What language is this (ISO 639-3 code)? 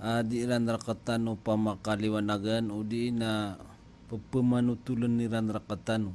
mrw